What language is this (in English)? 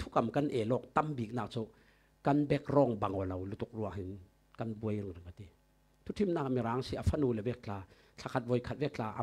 Falam Chin